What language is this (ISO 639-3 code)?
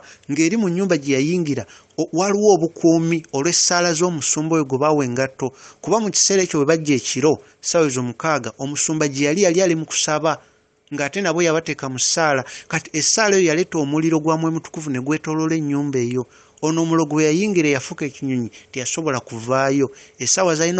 lug